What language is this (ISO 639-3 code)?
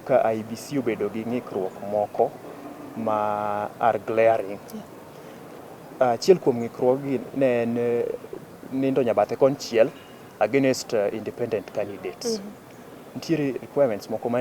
luo